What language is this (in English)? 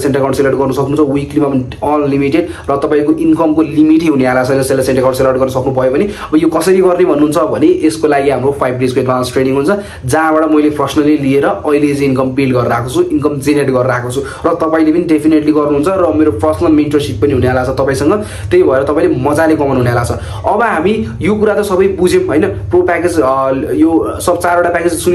Nepali